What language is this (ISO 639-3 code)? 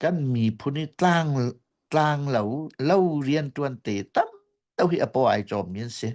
cnh